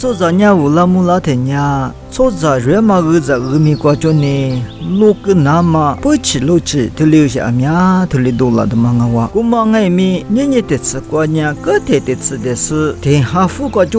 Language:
Lisu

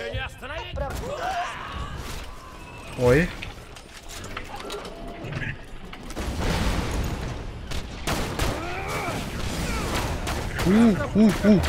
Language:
Russian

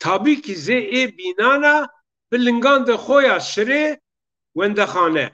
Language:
Zaza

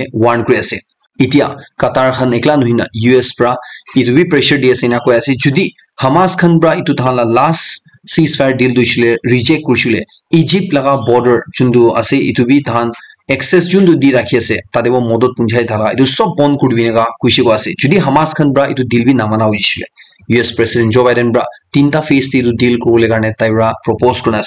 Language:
Naga Pidgin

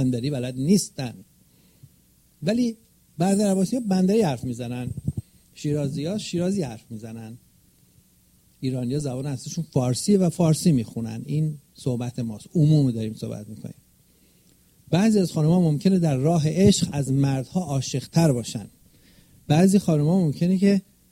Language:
Persian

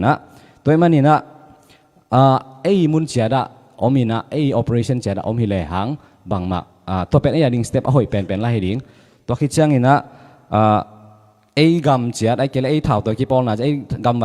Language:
Tedim Chin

